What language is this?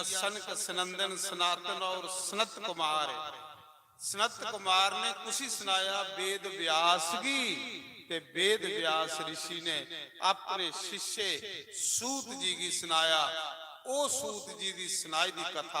Dogri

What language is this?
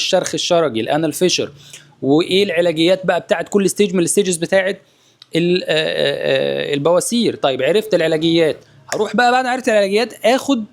Egyptian Arabic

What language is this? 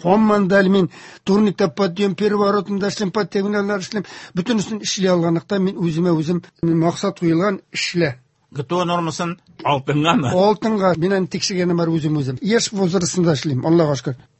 Tatar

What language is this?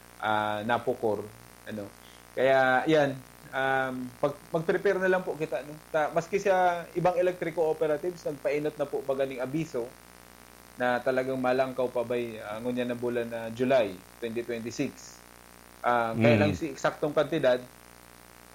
Bikol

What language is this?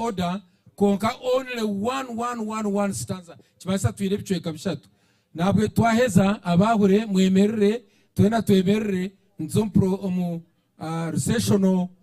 Nyankole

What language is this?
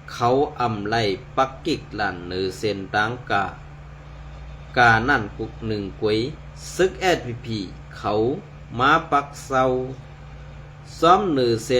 Shan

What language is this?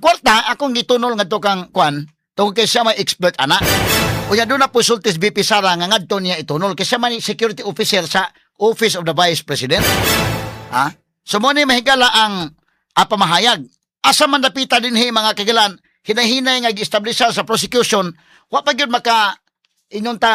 Cebuano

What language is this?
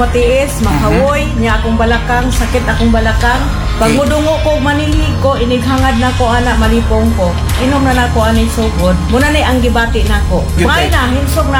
Cebuano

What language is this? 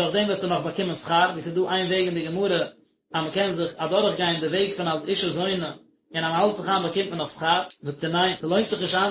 Yiddish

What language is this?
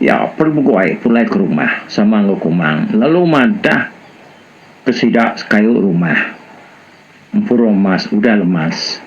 Iban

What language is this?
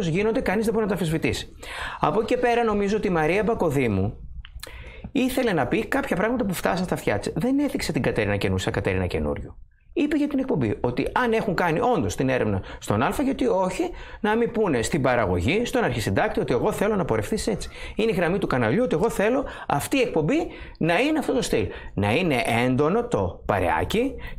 Greek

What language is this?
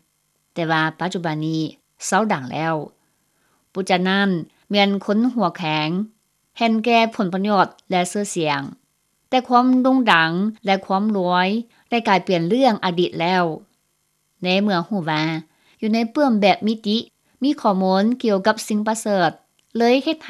Lao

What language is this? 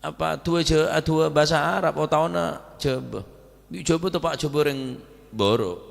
Madurese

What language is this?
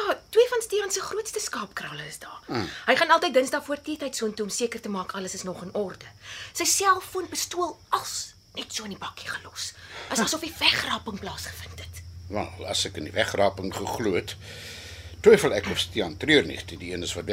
Afrikaans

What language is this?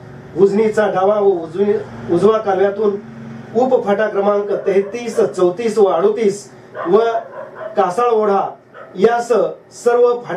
Marathi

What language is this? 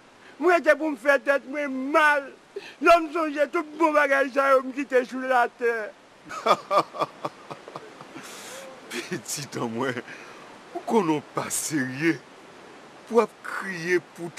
Haitian Creole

